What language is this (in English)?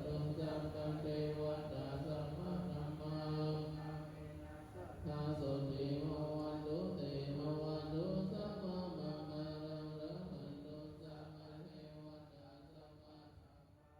Pali